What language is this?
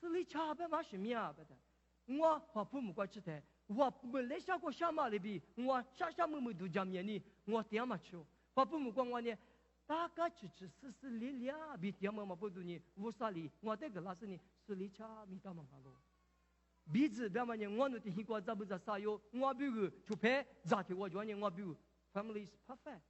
Lisu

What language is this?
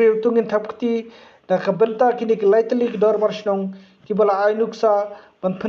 Khasi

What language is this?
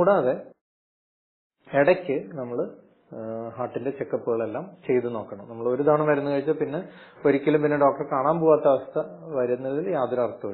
Malayalam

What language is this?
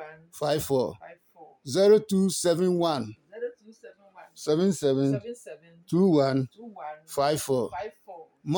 Adangme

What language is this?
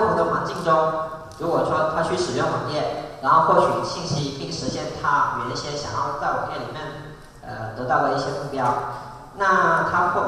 Chinese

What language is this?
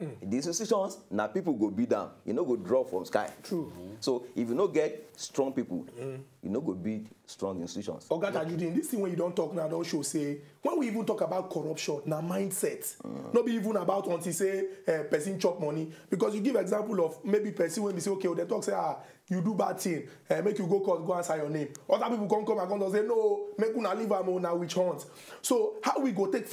Nigerian Pidgin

